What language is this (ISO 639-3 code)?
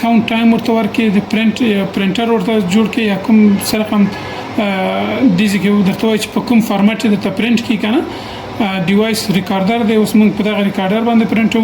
pus